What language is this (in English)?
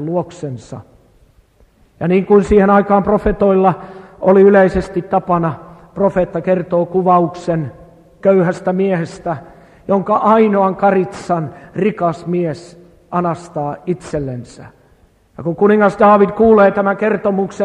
Finnish